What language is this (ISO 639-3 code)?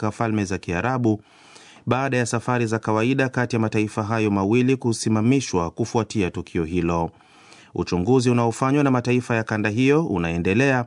swa